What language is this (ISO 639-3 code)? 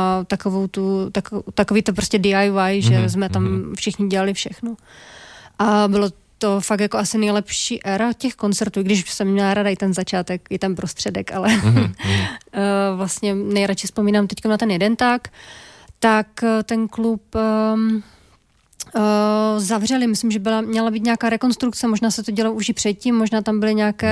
ces